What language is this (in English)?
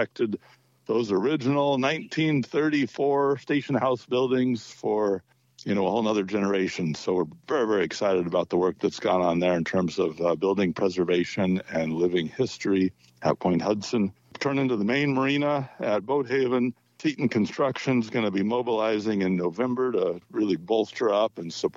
English